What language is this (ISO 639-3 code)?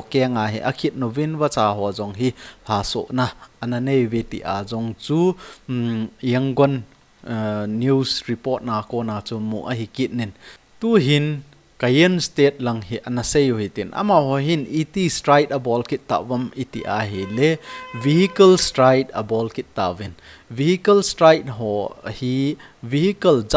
tcz